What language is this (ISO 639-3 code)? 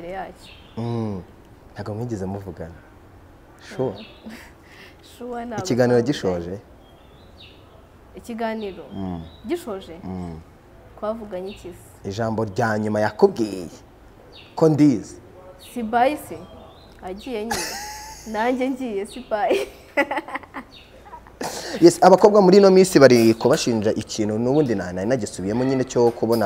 kin